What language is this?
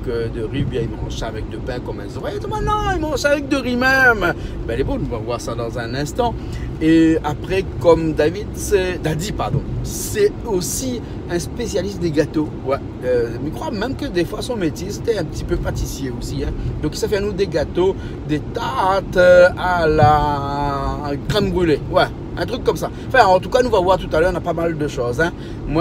Réunion Creole French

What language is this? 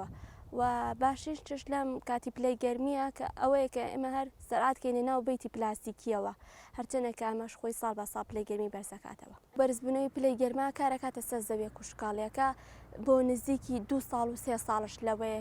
Central Kurdish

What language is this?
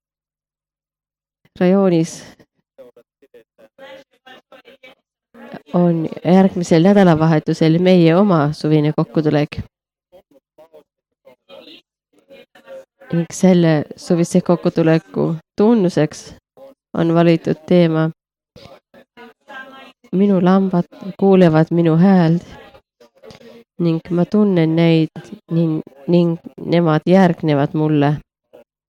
Estonian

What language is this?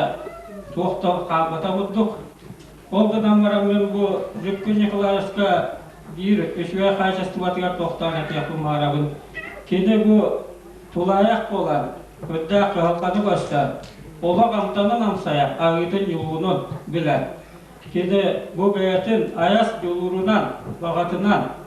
Yakut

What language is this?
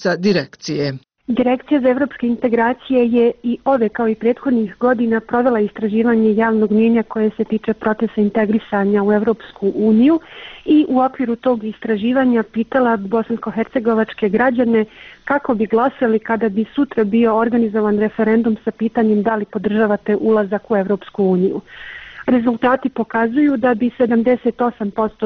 Bosnian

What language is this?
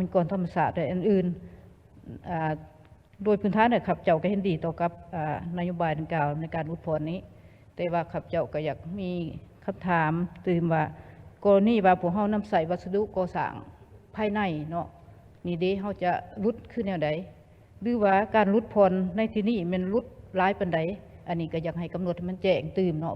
Lao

